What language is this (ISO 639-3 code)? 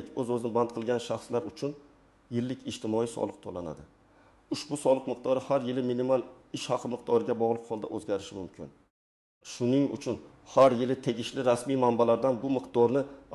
uzb